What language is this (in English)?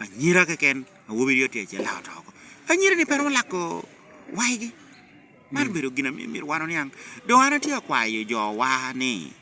Lango (Uganda)